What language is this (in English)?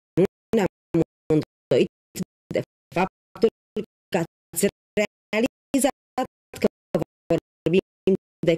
Romanian